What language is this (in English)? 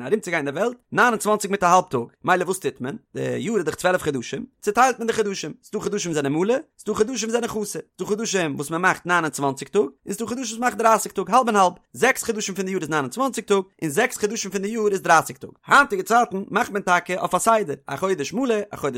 Yiddish